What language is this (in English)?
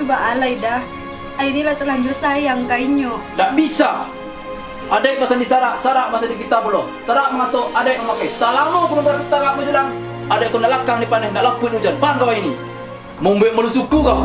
Minangkabau